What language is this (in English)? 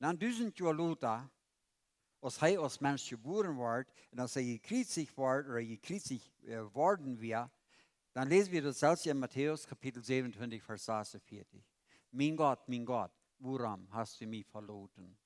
Plautdietsch